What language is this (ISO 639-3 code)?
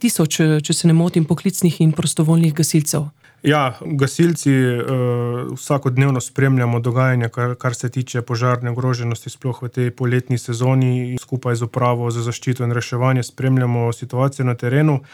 slv